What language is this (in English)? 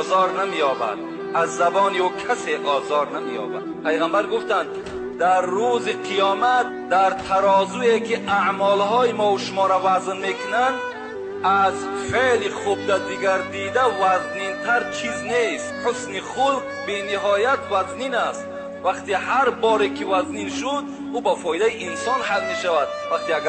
Tajik